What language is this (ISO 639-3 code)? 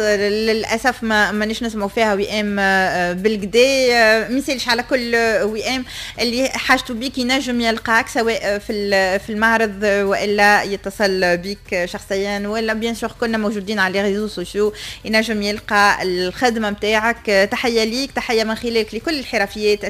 aeb